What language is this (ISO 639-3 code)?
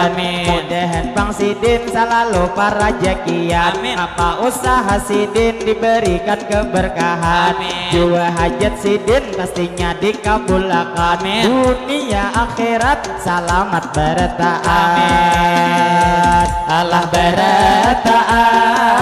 bjn